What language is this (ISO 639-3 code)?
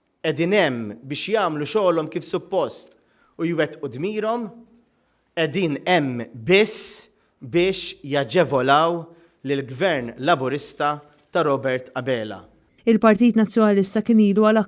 mlt